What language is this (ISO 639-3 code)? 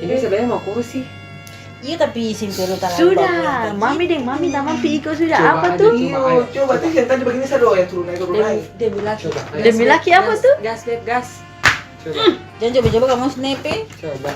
abs